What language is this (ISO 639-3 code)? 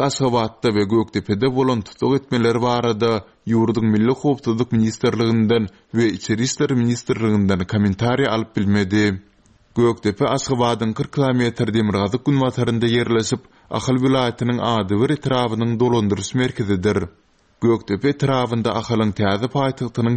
tuk